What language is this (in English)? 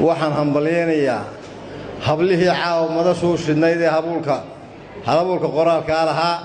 Somali